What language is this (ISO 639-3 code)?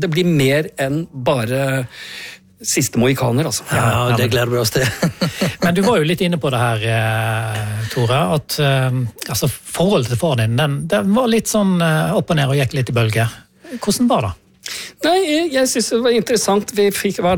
nor